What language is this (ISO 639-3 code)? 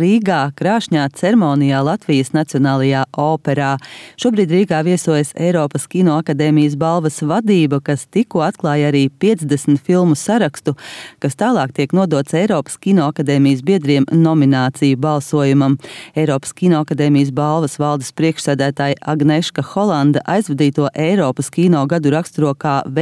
lav